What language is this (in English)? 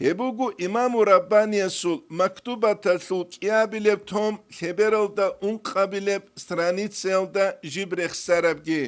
Avaric